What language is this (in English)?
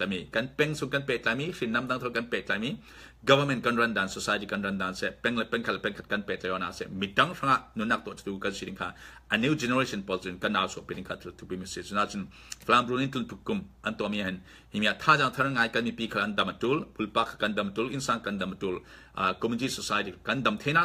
Falam Chin